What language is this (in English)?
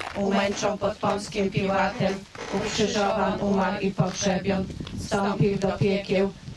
Polish